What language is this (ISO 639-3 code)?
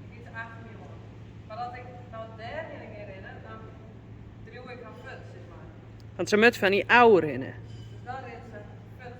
fry